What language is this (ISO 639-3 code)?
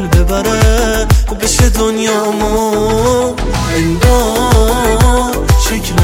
fas